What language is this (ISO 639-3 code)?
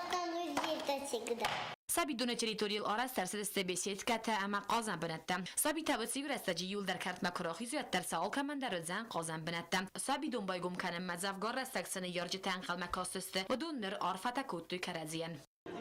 oss